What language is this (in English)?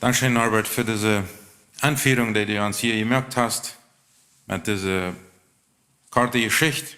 Plautdietsch